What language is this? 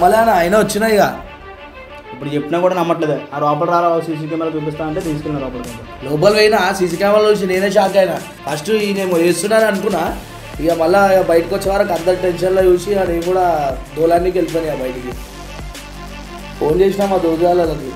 Telugu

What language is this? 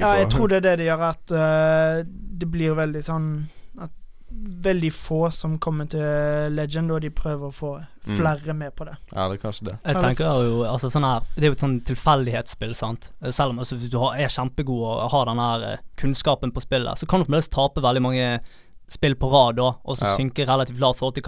Norwegian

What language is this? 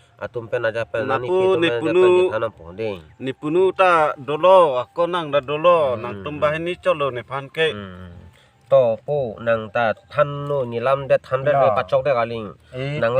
Karbi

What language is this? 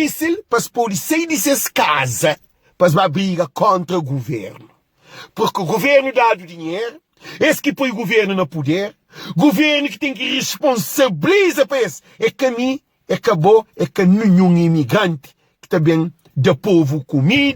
Kabuverdianu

